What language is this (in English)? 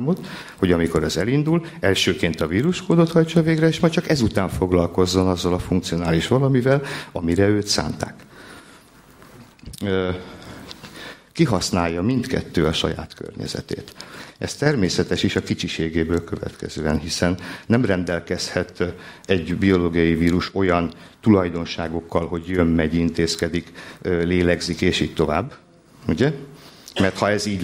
Hungarian